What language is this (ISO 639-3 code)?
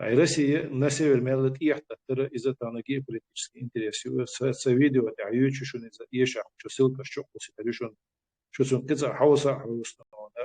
che